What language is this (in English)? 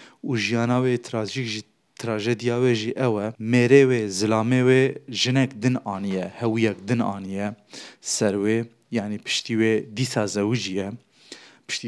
Kurdish